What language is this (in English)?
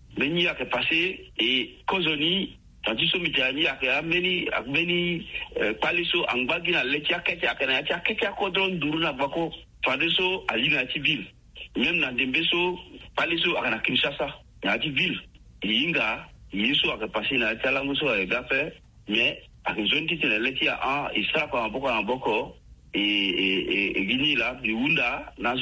Sango